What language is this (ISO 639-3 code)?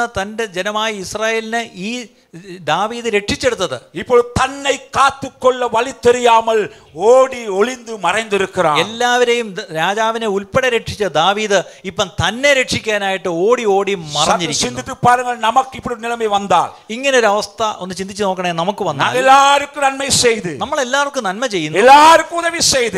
mal